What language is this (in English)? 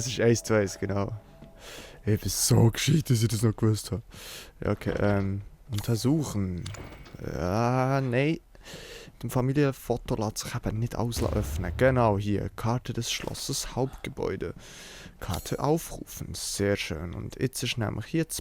Swiss German